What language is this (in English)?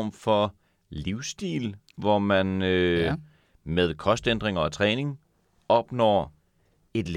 Danish